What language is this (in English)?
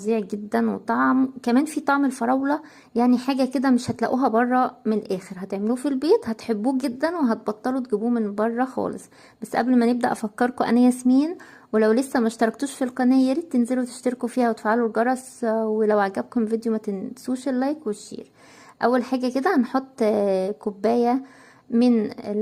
Egyptian Arabic